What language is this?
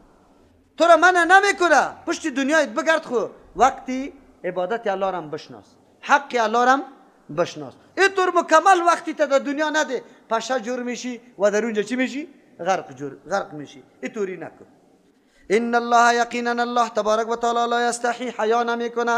Persian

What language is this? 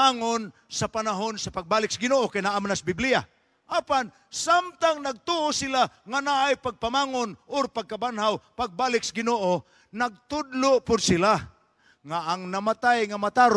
Cebuano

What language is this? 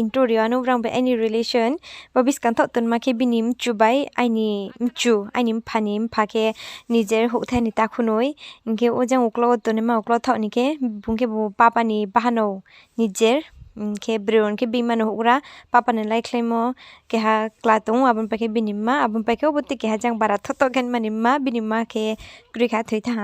Riang (India)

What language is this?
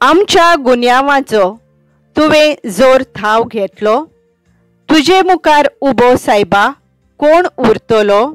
Konkani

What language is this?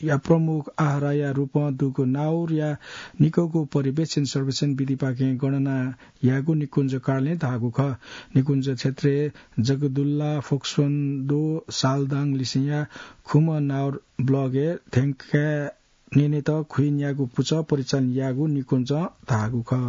Newari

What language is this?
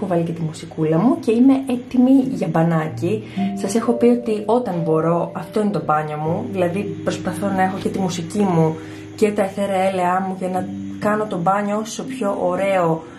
Greek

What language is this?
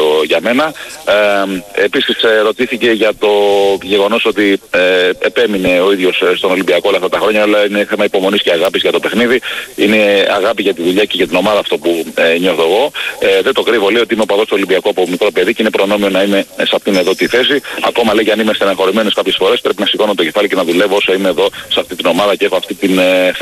Greek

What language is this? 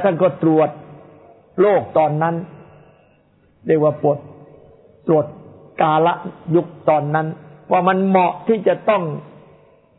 Thai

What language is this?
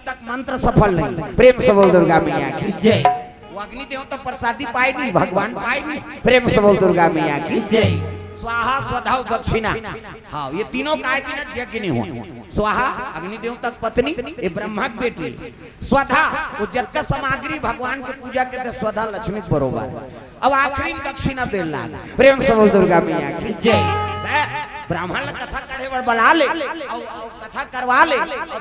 Chhattisgarhi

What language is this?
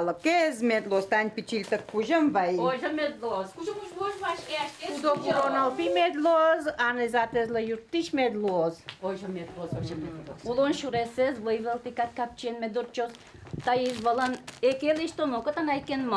Udmurt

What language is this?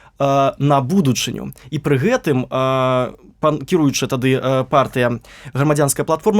Belarusian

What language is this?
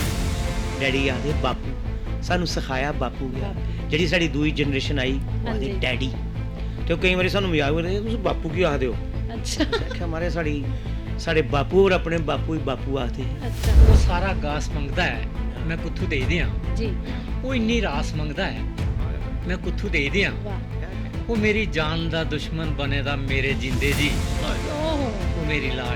Dogri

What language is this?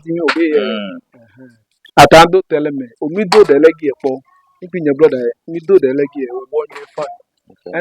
Ewe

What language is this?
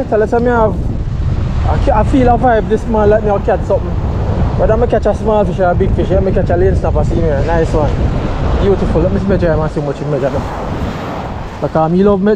Jamaican Creole English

